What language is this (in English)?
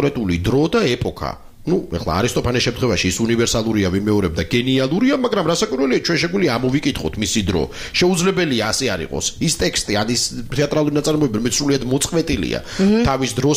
Georgian